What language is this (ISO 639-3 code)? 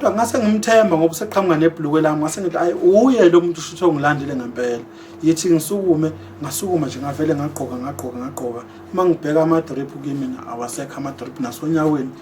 zul